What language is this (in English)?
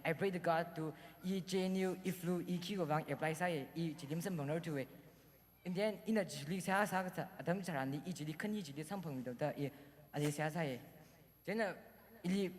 Tangkhul Naga (India)